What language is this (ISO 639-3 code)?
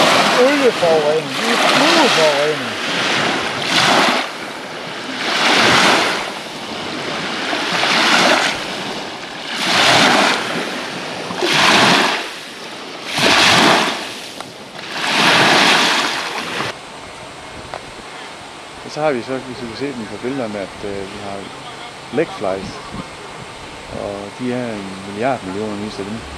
dan